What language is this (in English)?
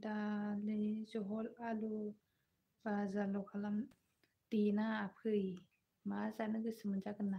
Bodo